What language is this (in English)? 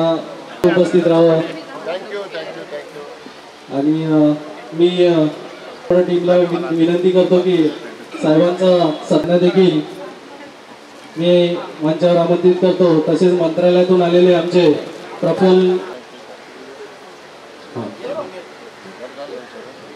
Marathi